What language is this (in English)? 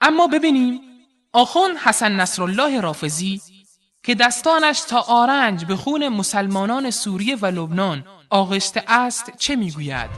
Persian